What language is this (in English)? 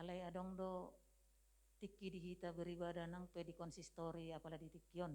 Batak Toba